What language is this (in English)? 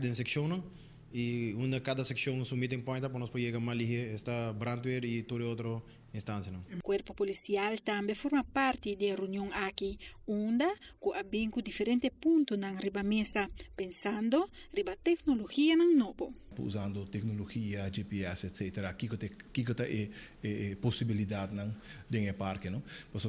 Papiamento